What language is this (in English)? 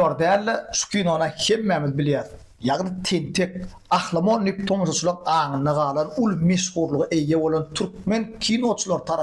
Turkmen